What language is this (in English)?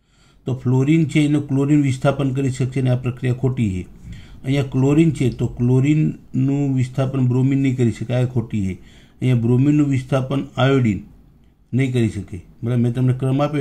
Gujarati